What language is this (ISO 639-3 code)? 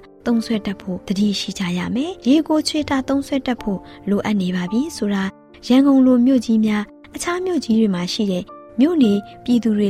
mya